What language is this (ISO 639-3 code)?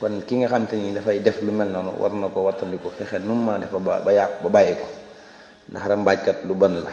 wol